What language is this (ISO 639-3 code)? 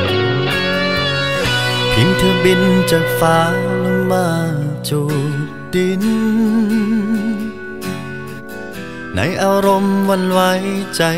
tha